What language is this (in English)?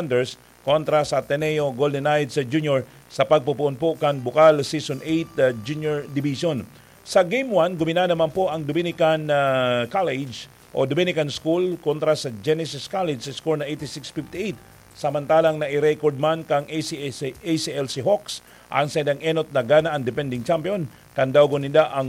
Bikol